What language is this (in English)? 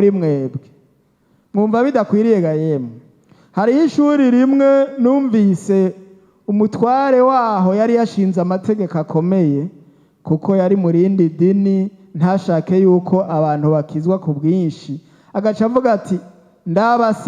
Rundi